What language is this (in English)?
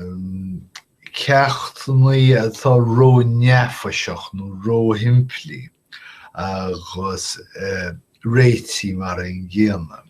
Irish